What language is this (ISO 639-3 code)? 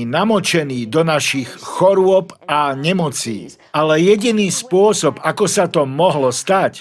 slk